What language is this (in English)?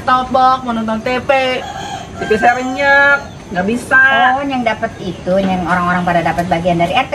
Betawi